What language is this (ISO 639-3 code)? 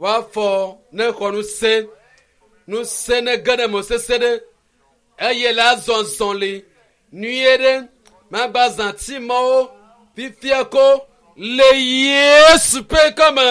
ewe